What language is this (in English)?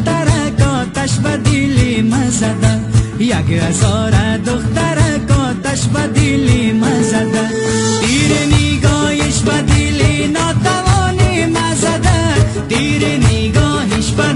Persian